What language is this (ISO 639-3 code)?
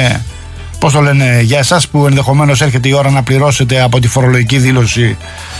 ell